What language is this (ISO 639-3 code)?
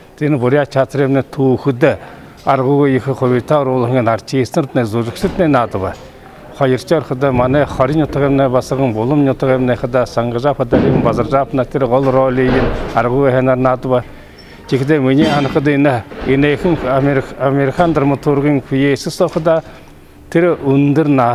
bua